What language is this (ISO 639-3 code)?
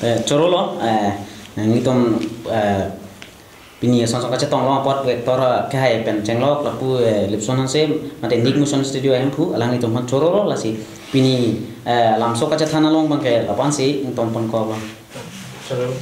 mjw